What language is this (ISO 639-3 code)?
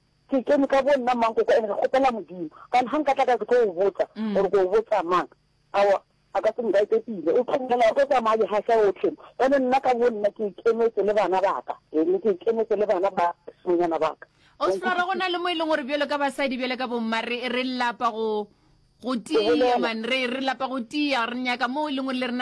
nso